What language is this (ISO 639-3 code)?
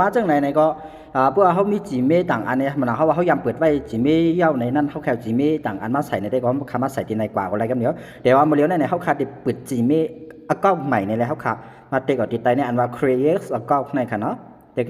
shn